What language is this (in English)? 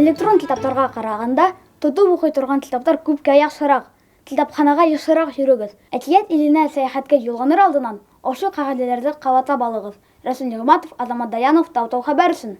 Bashkir